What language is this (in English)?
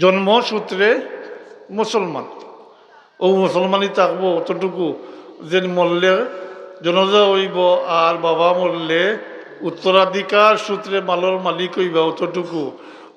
Sylheti